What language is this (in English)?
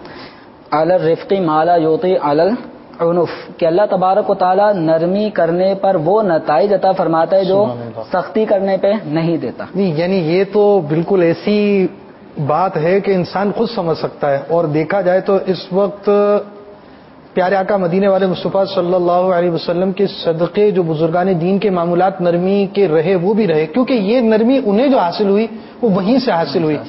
Urdu